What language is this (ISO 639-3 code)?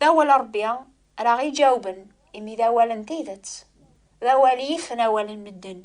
kab